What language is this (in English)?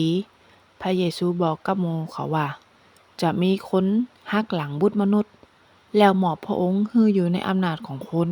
Northern Thai